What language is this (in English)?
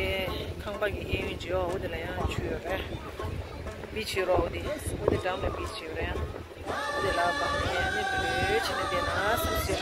Tibetan